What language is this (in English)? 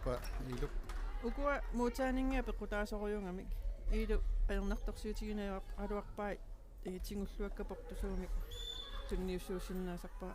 Kalaallisut